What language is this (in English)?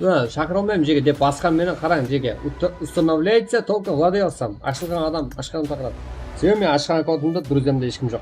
Kara-Kalpak